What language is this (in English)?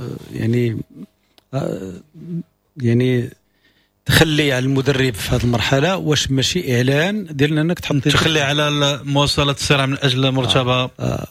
Moroccan Arabic